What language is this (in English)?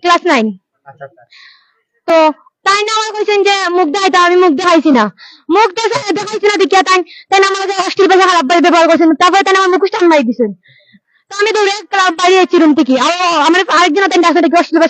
Sylheti